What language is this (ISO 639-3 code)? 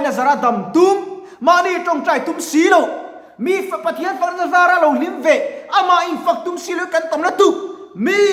lus